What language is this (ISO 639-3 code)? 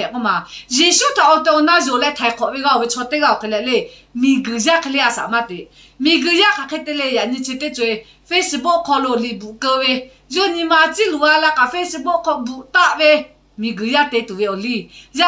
lhu